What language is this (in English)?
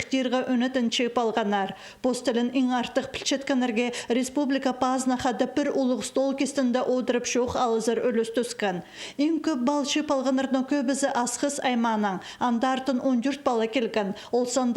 Khakas